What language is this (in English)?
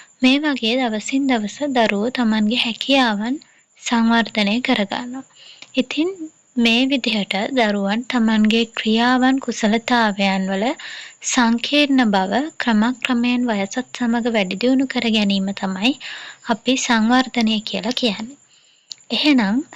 Sinhala